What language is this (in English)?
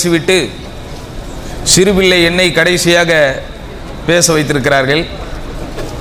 Tamil